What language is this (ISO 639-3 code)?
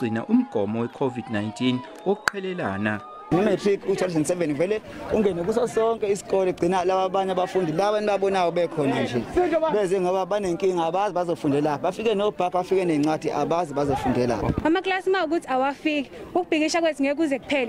zul